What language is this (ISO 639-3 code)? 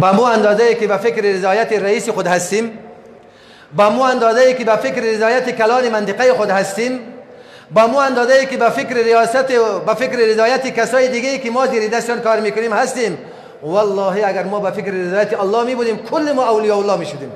fas